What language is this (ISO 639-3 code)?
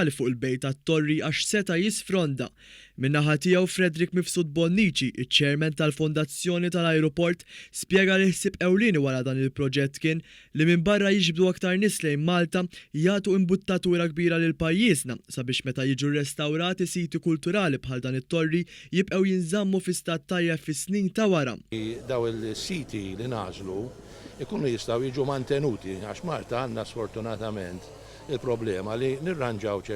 mlt